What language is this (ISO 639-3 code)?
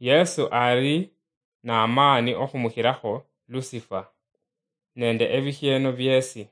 luy